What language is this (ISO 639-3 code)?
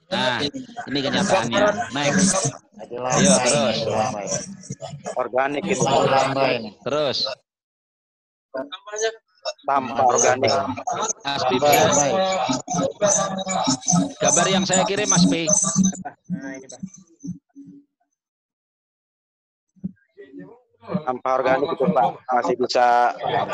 ind